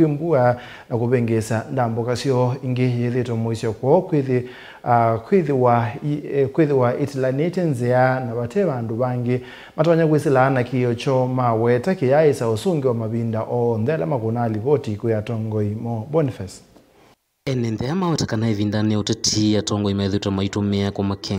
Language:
Kamba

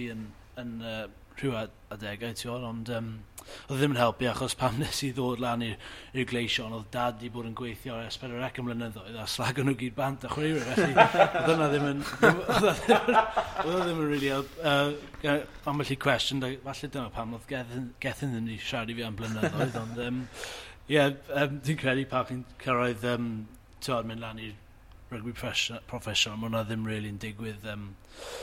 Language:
Welsh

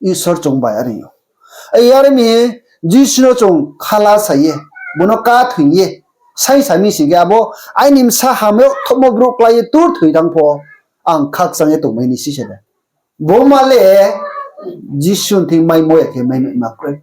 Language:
Riang (India)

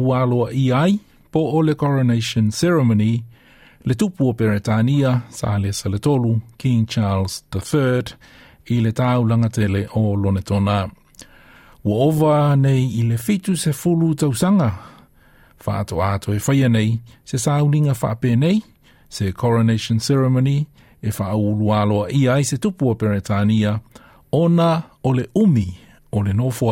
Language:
Samoan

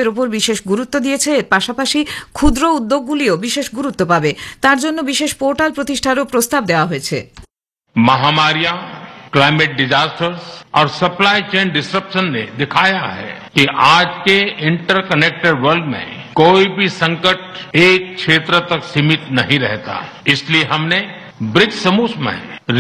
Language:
Bangla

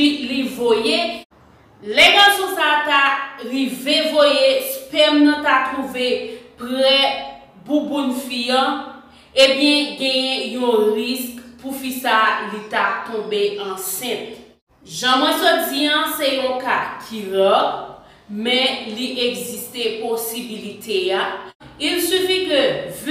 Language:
Haitian Creole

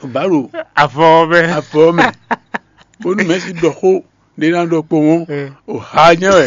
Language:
Fon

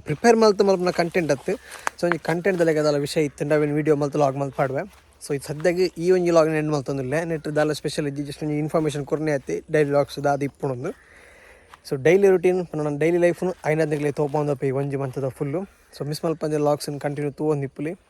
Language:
Tulu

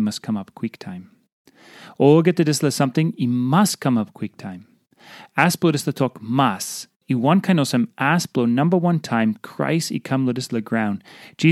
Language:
Tok Pisin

